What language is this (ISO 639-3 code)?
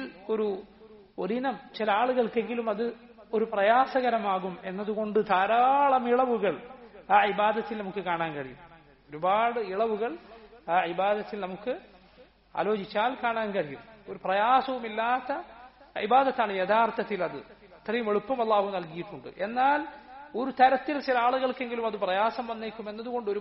mal